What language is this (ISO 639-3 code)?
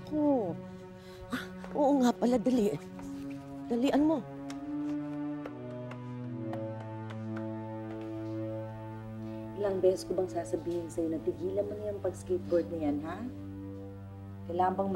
fil